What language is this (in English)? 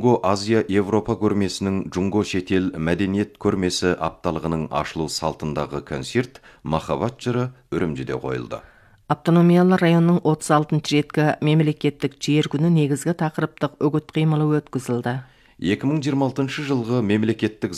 Kazakh